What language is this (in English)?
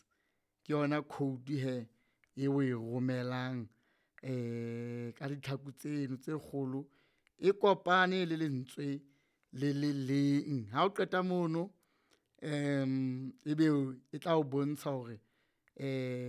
Southern Sotho